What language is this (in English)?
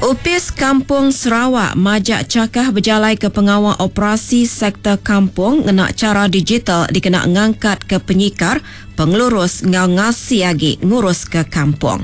Iban